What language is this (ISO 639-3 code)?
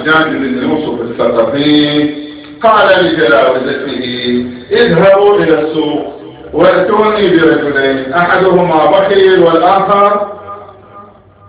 ara